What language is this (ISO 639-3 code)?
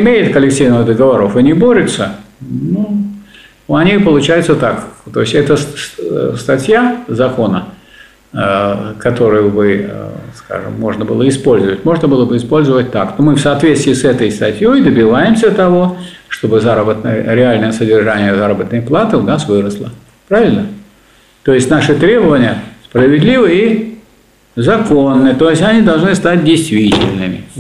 rus